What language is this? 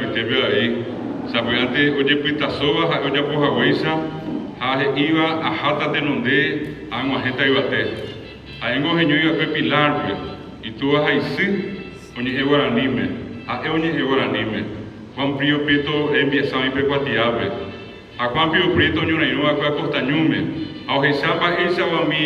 Guarani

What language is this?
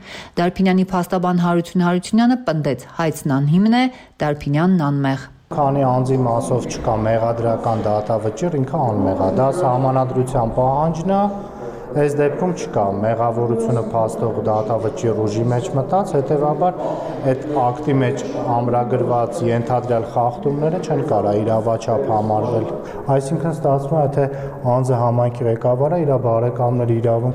Armenian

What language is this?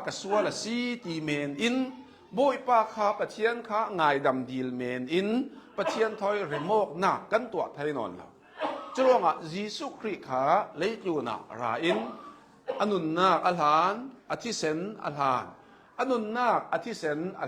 Hakha Chin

